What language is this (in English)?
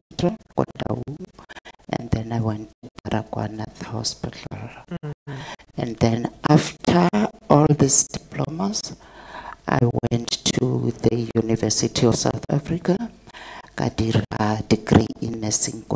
Tswana